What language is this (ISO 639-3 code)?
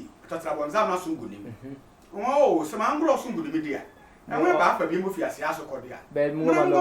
sfw